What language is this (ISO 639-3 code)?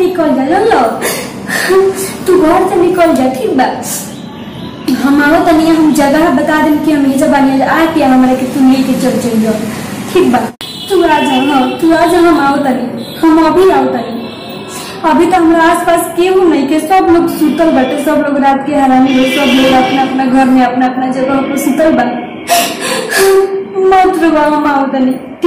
bho